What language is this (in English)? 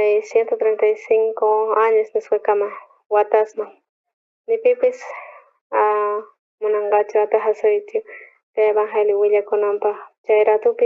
South Bolivian Quechua